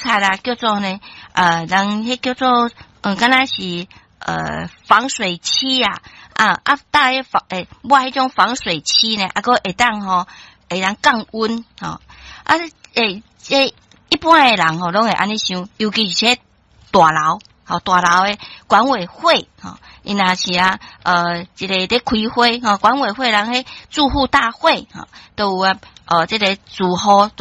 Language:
Min Nan Chinese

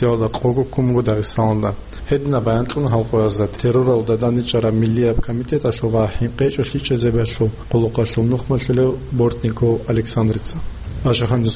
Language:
Avaric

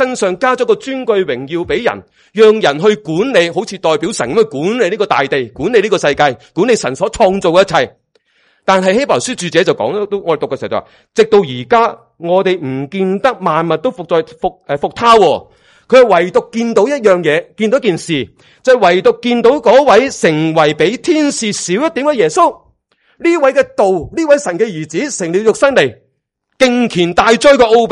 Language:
Cantonese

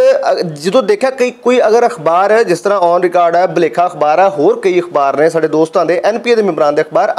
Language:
Western Panjabi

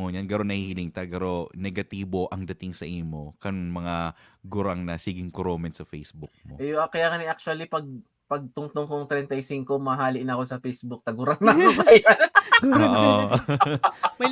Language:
Bikol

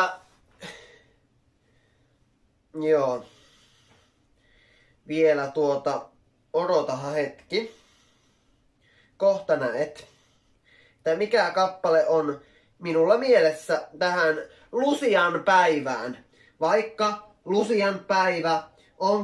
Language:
Finnish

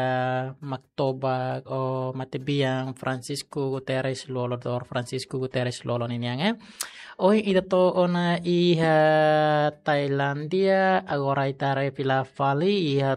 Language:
Tetum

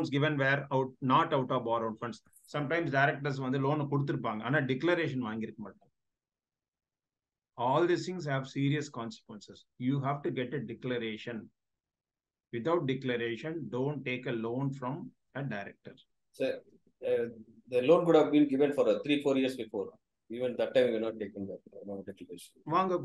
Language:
Tamil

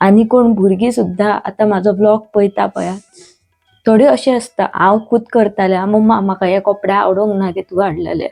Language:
Konkani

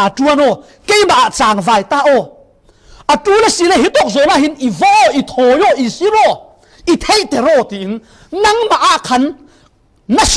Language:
Falam Chin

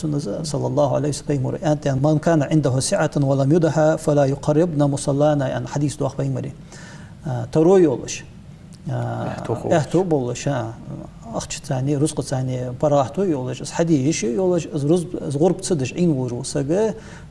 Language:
Ingush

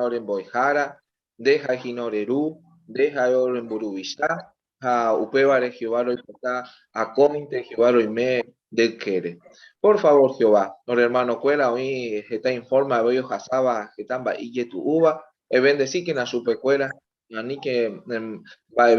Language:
Guarani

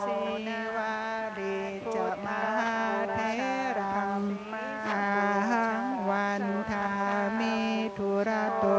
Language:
Pali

